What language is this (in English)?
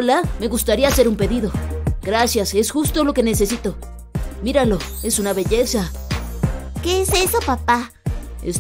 Spanish